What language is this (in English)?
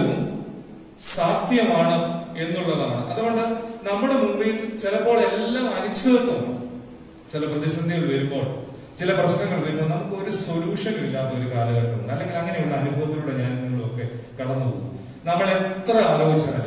Malayalam